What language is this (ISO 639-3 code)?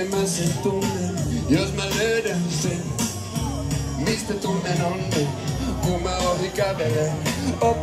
fin